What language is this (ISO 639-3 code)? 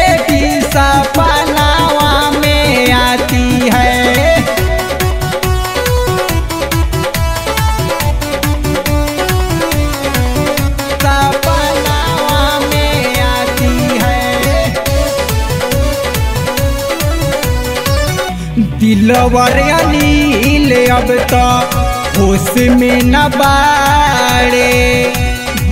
bho